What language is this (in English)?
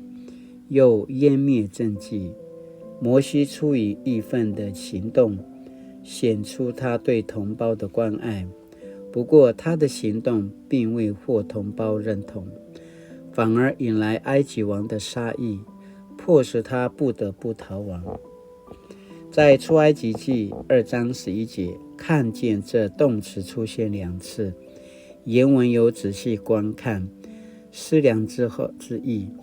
Paiwan